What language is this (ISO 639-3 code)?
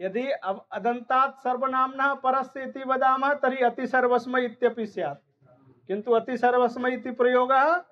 san